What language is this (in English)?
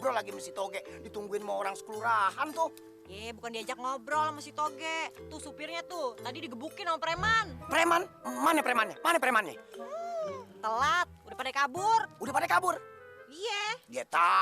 Betawi